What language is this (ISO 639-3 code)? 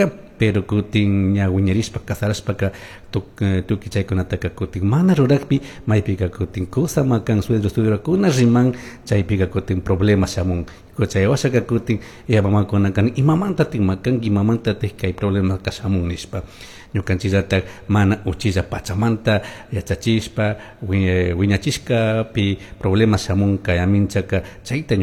qug